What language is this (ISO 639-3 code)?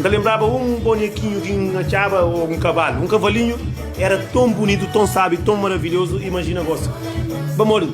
kea